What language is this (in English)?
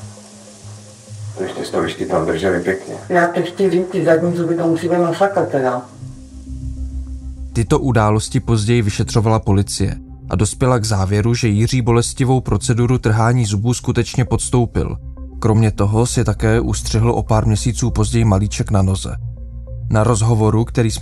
Czech